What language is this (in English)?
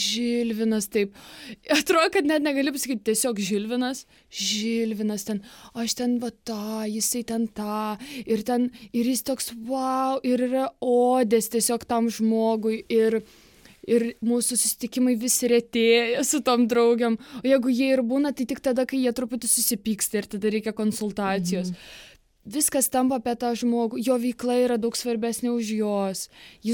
Lithuanian